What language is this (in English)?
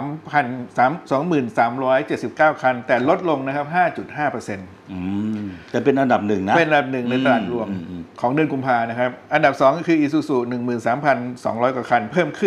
Thai